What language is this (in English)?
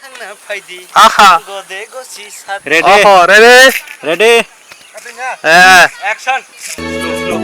Kok Borok